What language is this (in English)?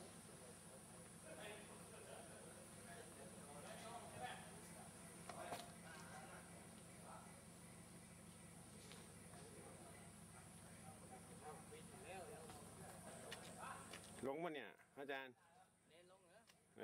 Thai